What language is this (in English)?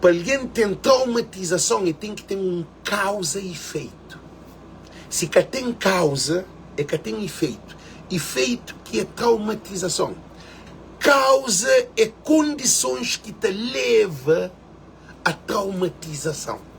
Kabuverdianu